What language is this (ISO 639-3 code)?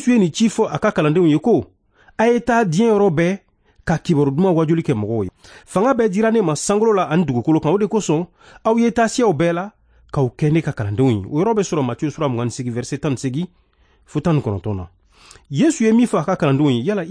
bam